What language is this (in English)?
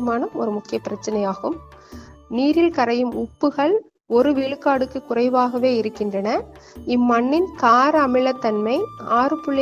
Tamil